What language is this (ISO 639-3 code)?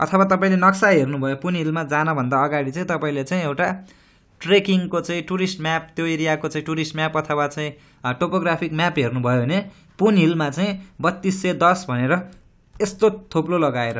nep